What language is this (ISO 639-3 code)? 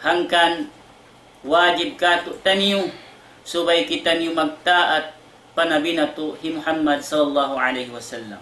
tsg